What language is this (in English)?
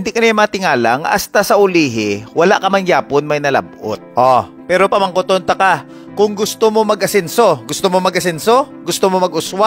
Hiligaynon